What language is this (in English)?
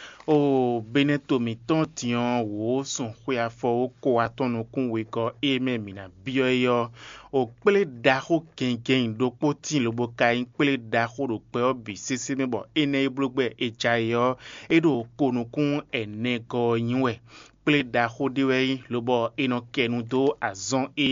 Fon